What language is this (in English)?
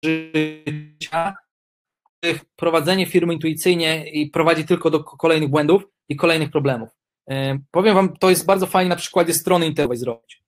Polish